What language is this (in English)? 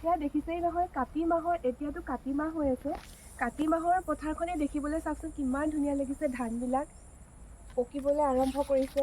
Assamese